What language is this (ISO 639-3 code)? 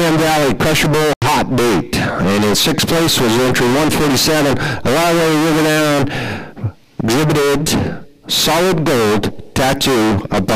eng